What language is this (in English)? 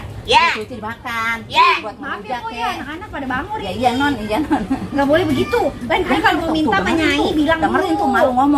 Betawi